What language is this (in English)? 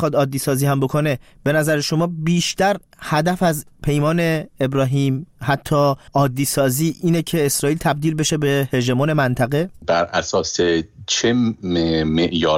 Persian